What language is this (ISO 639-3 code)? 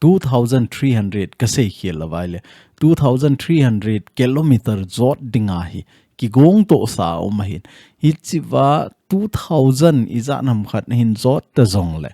tcz